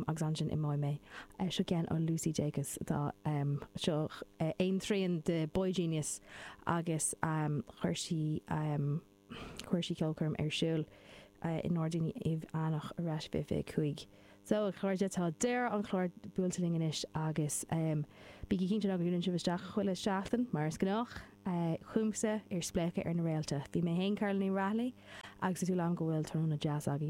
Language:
Irish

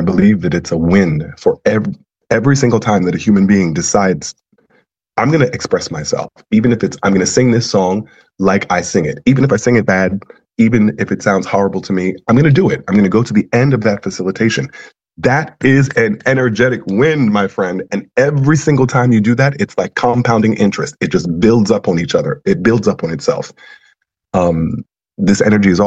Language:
English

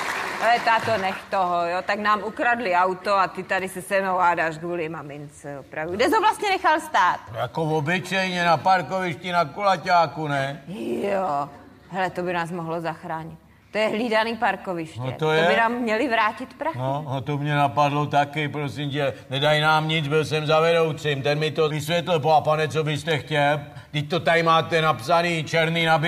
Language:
Czech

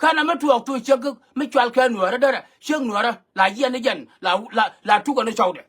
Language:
Nuer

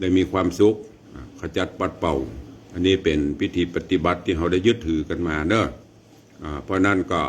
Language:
Northern Thai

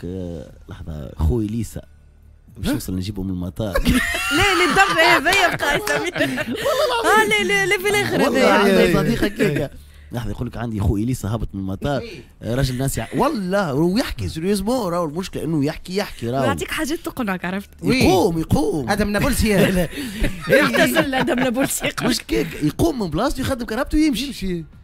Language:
Tunisian Arabic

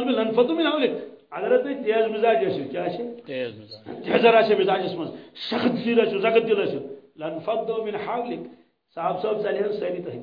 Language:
Kashmiri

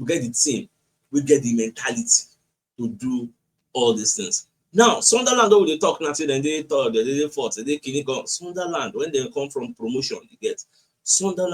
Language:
Nigerian Pidgin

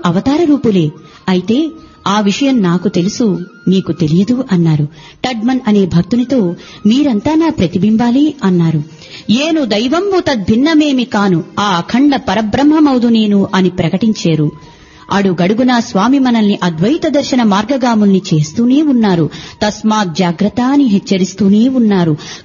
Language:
Telugu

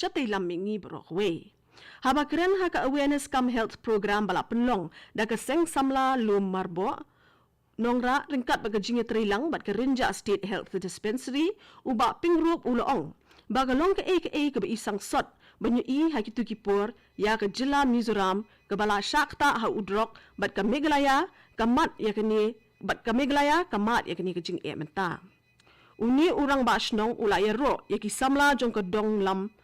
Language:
Khasi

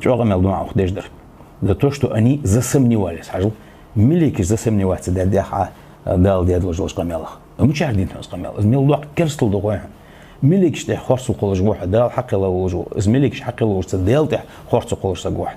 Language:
Ingush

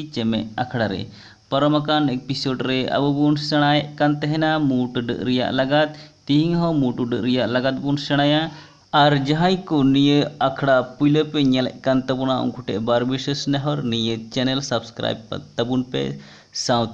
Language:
Santali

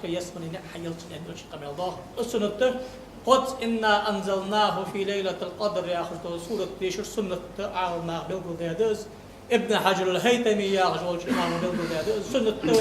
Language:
Ingush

